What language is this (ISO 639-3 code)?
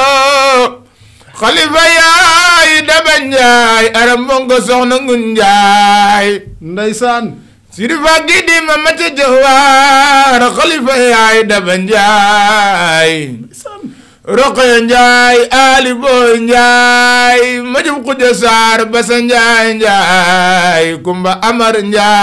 wol